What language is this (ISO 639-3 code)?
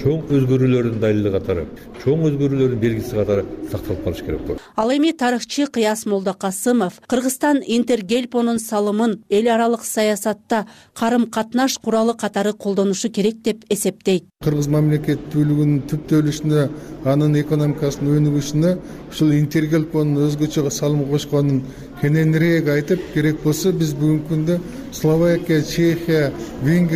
kir